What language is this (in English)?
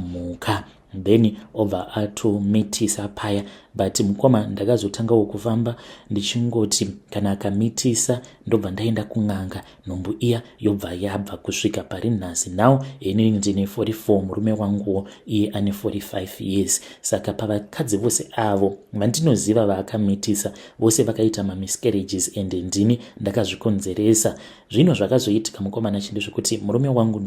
Shona